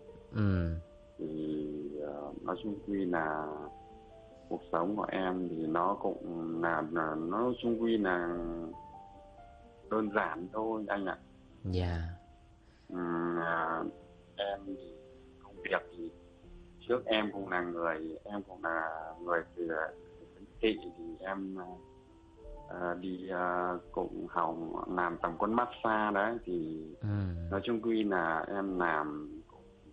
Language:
Vietnamese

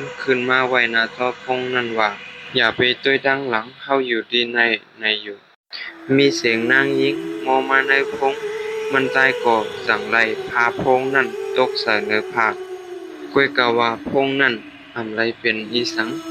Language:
Shan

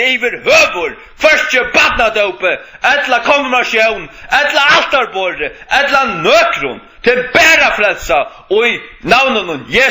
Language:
Faroese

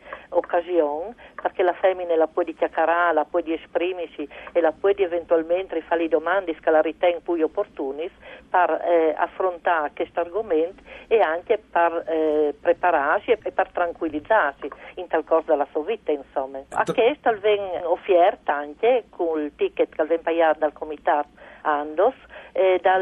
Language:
Friulian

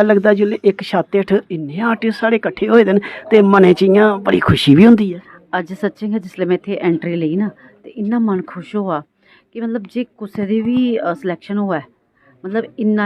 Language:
Dogri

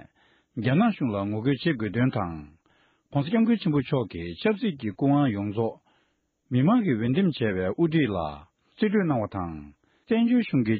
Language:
Tibetan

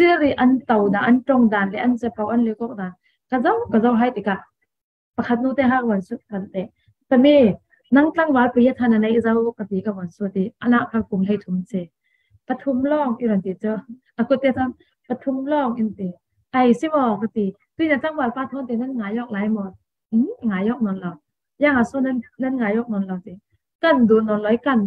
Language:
Falam Chin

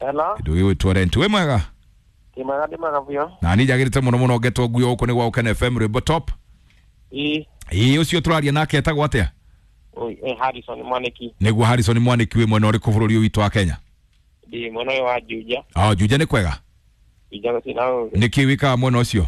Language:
Kikuyu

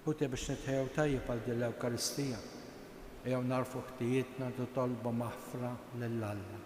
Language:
Maltese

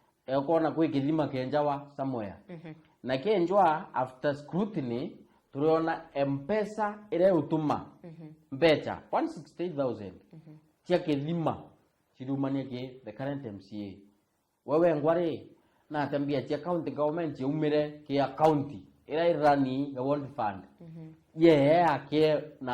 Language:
Meru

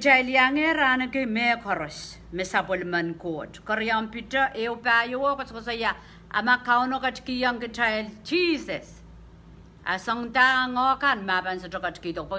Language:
Pohnpeian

